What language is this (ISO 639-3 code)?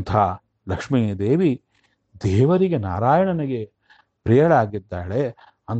kan